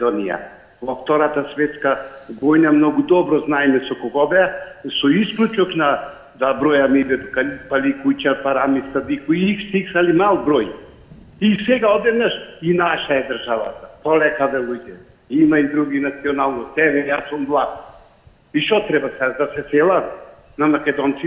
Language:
Macedonian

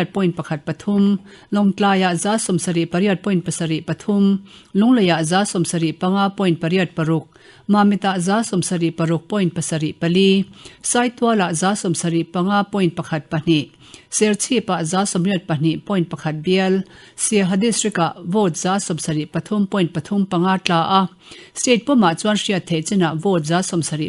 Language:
Mizo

